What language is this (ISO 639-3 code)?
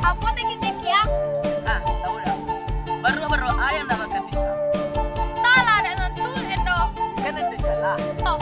min